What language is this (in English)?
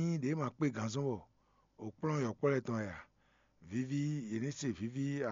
Fon